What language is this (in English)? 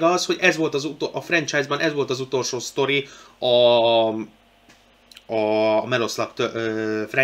Hungarian